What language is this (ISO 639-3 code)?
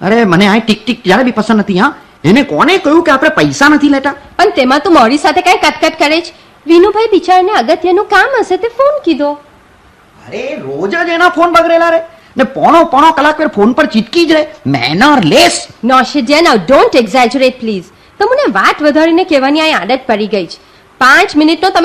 guj